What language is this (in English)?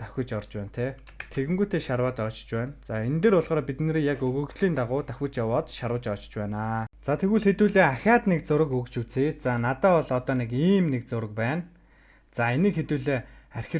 Mongolian